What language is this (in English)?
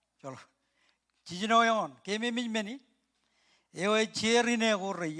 Marshallese